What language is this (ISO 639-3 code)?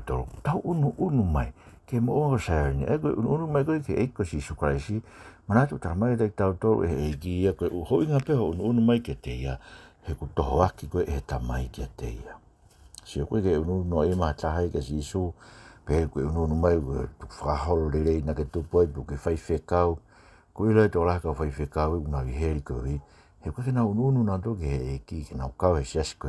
ton